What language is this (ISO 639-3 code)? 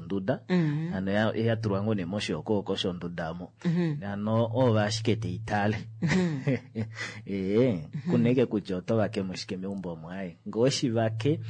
kua